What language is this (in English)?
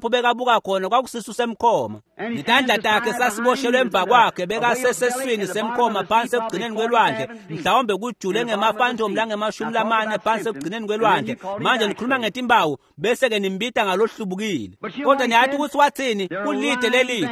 Swati